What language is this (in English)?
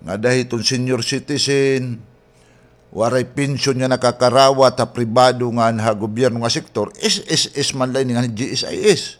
Waray